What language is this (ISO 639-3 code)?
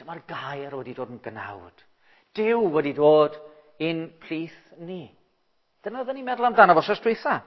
cym